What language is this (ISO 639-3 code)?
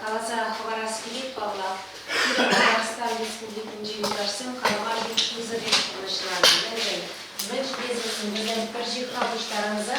chv